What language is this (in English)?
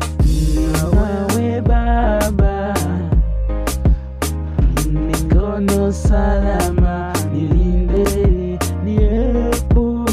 Swahili